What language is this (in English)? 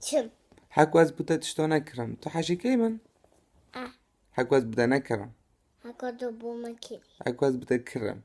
Kurdish